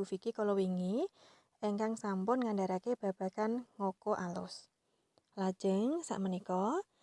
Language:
Javanese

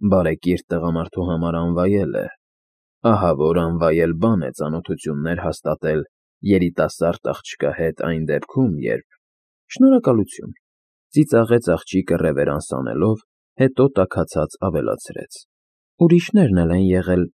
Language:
Armenian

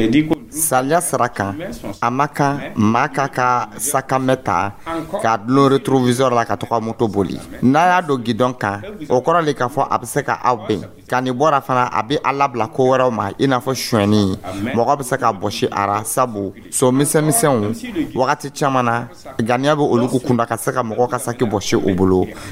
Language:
Dyula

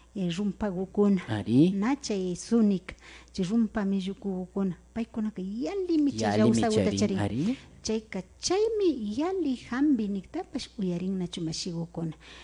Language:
Imbabura Highland Quichua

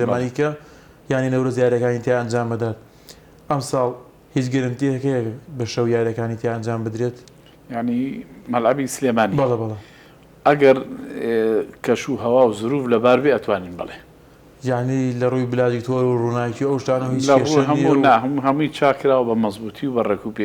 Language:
Central Kurdish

